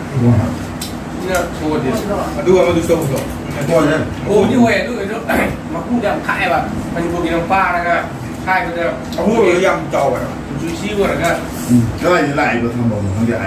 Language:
Manipuri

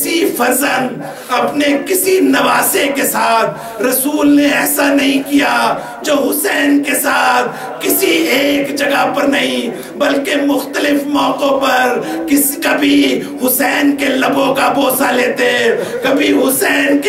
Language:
Urdu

